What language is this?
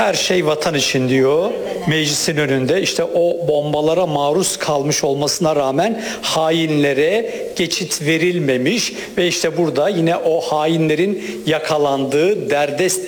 Turkish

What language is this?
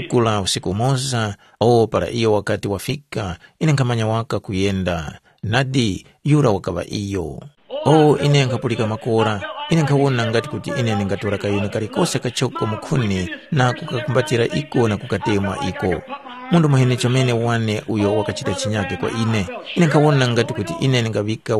Tumbuka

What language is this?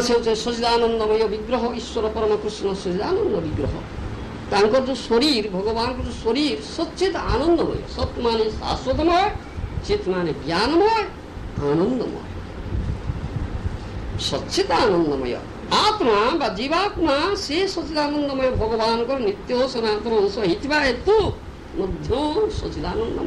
Odia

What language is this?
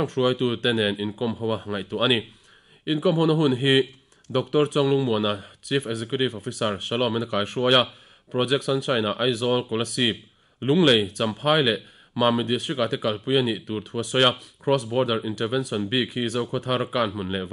Mizo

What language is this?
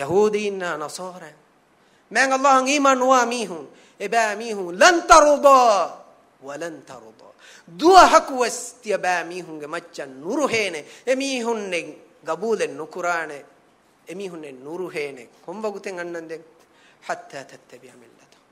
Divehi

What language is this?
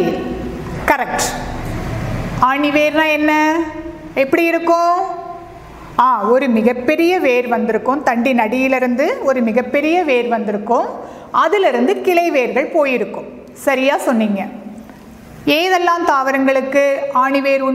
Tamil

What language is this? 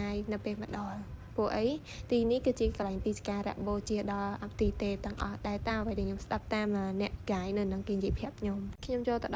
Khmer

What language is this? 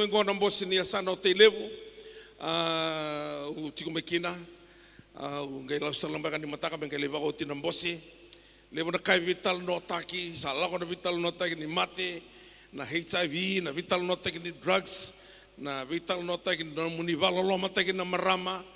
Fijian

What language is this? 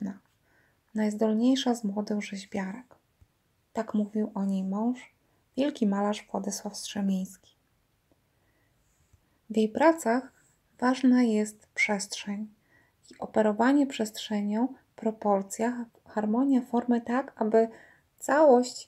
Polish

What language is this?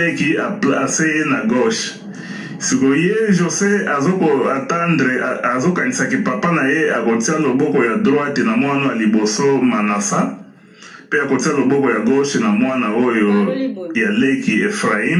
Lingala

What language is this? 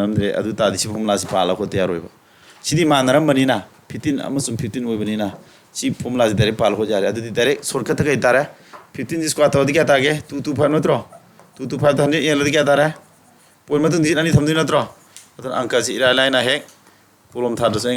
Manipuri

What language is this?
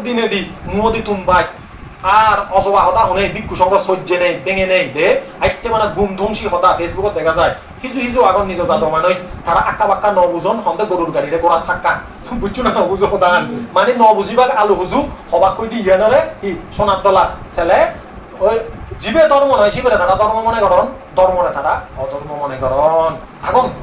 Chakma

